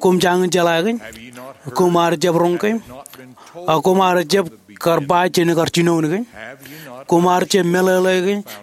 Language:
Marshallese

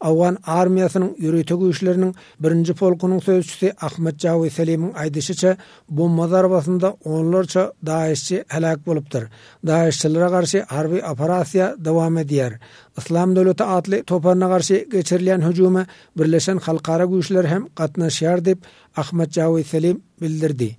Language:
Turkmen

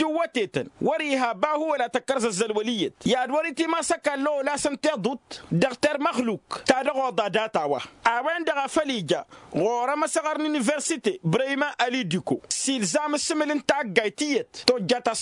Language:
Tamasheq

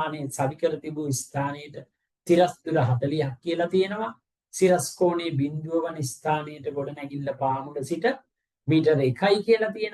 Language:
Sinhala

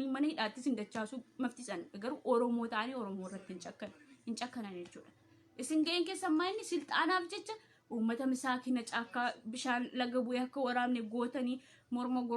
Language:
Oromo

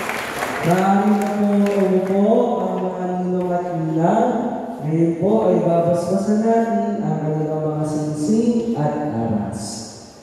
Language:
Filipino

